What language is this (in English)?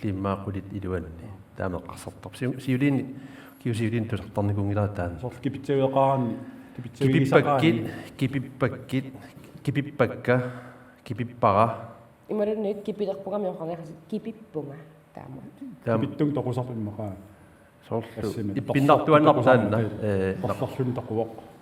Kalaallisut